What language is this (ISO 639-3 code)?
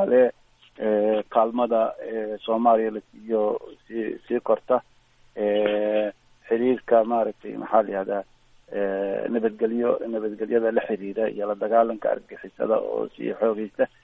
som